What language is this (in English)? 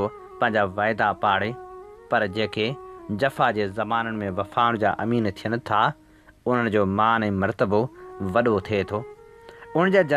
Sindhi